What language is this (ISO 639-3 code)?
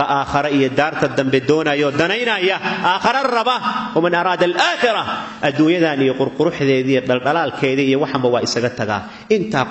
som